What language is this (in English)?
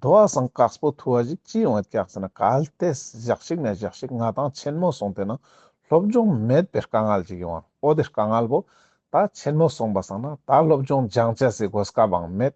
Ladakhi